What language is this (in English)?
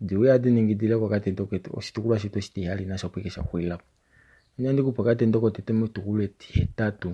Kuanyama